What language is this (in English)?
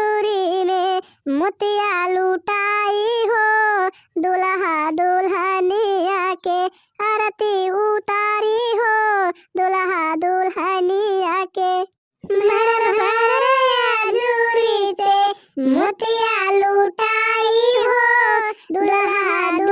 Bhojpuri